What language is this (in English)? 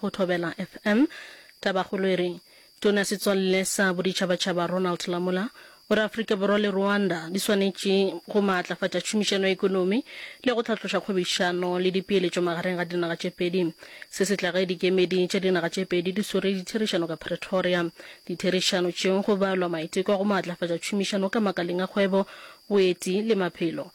Northern Sotho